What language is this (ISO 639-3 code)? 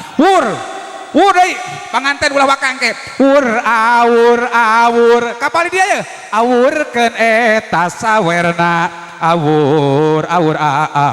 sun